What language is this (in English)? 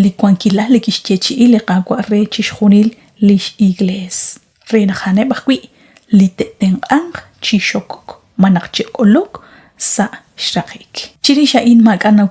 Kekchí